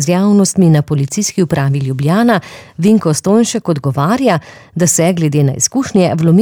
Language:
Slovenian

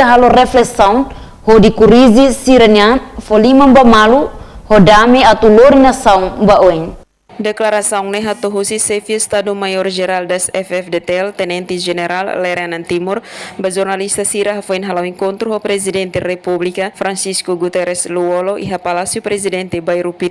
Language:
Tetum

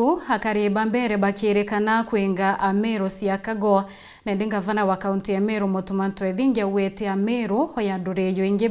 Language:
Meru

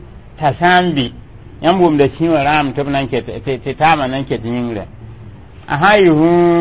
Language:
Mossi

